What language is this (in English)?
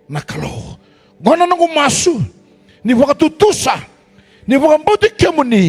Fijian